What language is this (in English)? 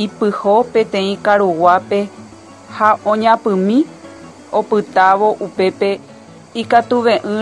Guarani